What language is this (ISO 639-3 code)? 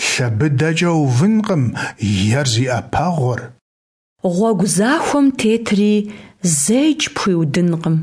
kbd